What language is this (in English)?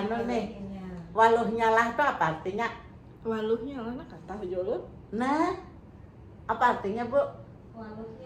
Banjar